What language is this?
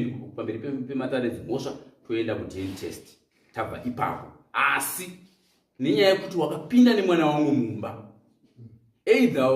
Shona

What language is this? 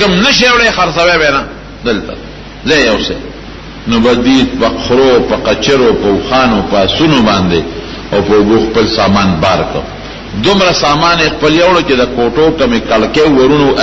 Pashto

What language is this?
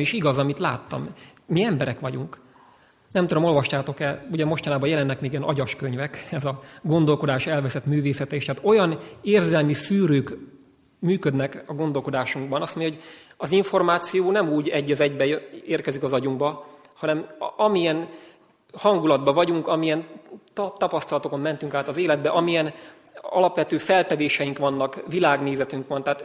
Hungarian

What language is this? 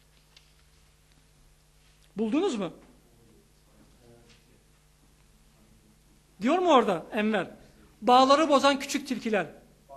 Turkish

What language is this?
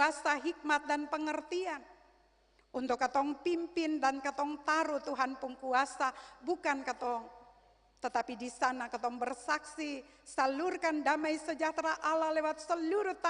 Ambonese Malay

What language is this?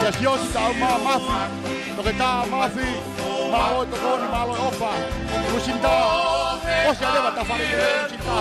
Tongan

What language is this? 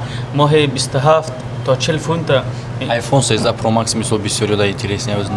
Tajik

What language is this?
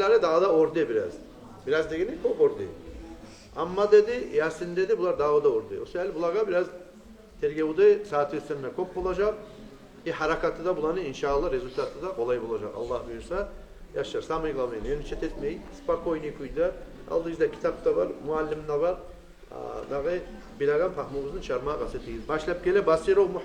Kumyk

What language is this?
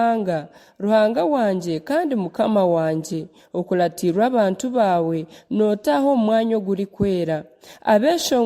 Nyankole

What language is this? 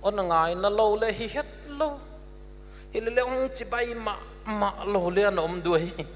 Paite Chin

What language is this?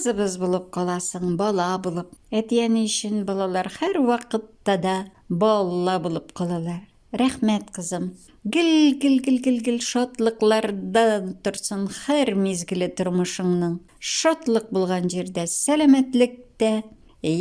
Tatar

